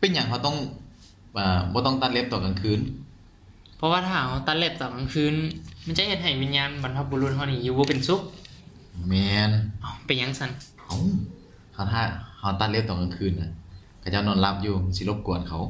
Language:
Lao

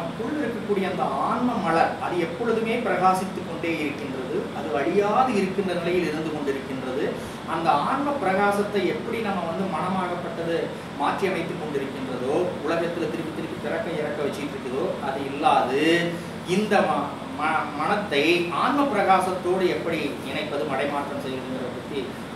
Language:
Tamil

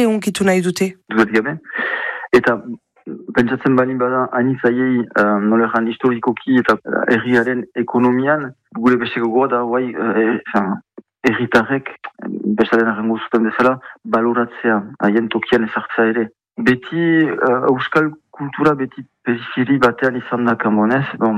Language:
Basque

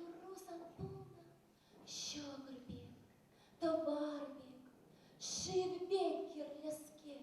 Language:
Chuvash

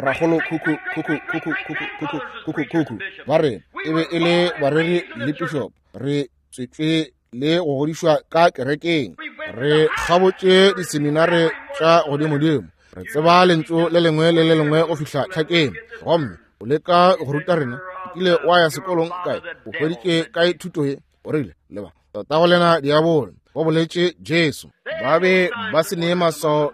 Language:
Northern Sotho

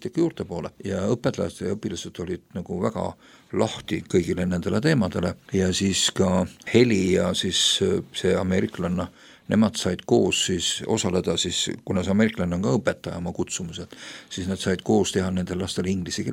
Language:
Estonian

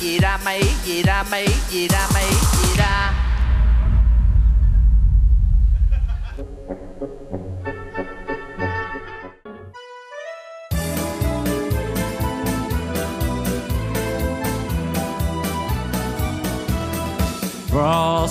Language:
Vietnamese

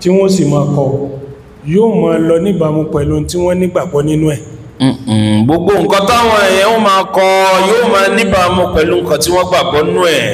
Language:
Yoruba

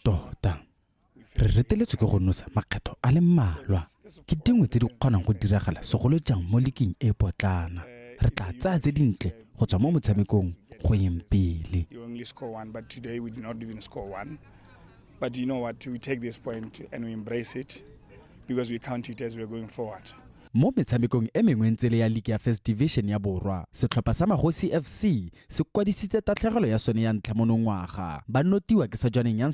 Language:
Tswana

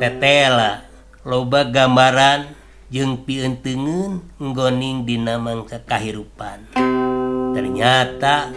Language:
Sundanese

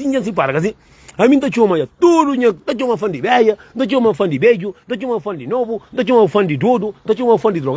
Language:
Kabuverdianu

